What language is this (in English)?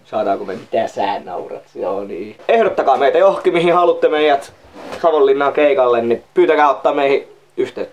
Finnish